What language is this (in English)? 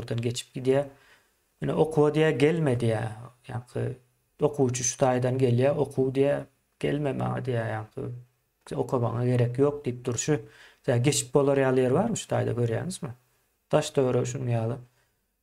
Turkmen